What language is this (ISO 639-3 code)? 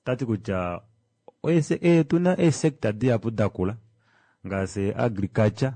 kua